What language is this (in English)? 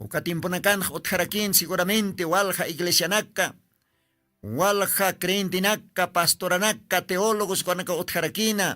Aymara